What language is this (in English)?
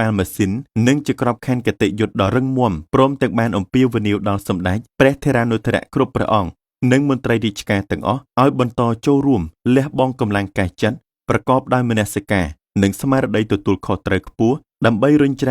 Khmer